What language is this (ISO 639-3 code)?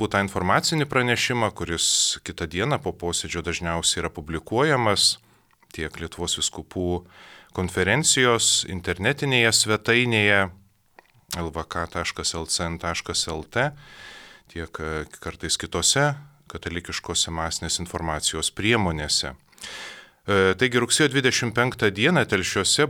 lit